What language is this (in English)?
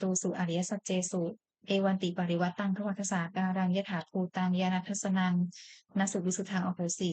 Pali